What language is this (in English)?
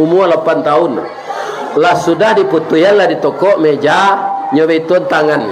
Minangkabau